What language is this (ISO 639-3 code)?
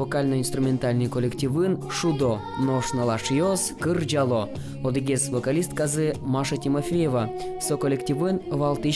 udm